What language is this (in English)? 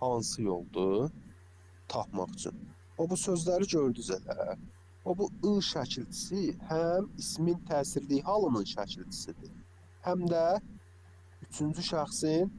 Azerbaijani